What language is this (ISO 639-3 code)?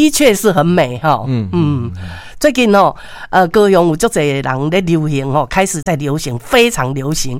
nan